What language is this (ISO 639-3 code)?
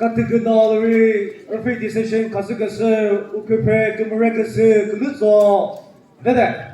nri